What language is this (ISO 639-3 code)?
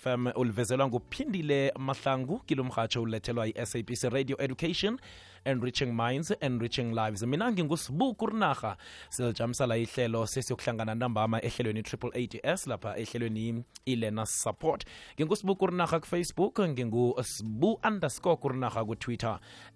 nbl